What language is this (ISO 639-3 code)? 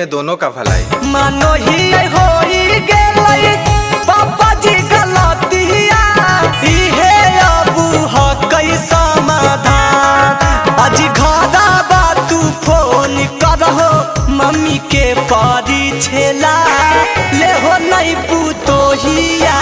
mag